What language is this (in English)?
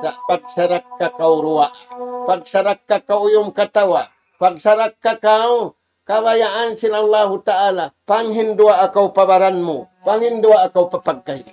Tausug